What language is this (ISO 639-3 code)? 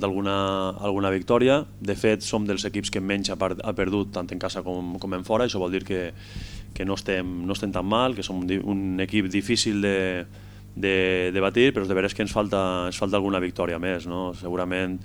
cat